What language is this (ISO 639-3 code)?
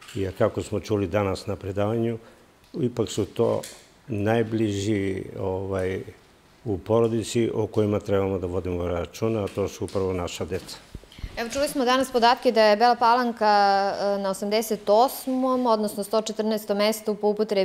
srp